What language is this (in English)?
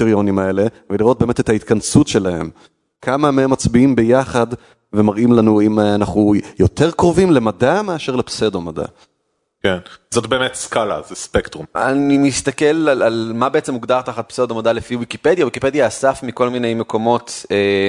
Hebrew